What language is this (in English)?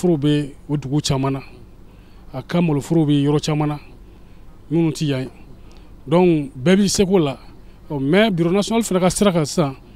Bambara